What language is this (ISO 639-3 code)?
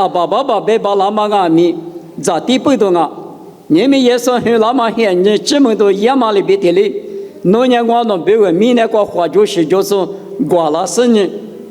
lis